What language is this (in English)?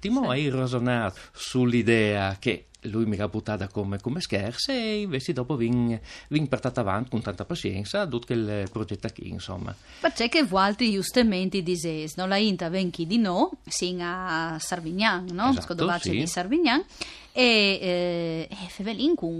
Friulian